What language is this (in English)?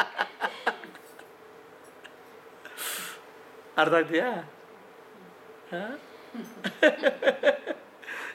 Kannada